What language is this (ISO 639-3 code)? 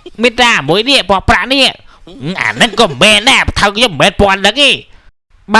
khm